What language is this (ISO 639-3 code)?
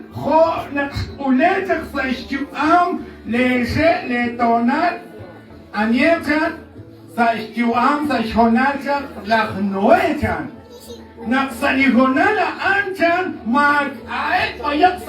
kek